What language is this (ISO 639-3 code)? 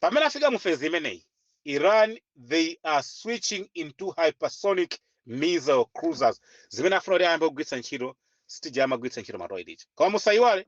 nya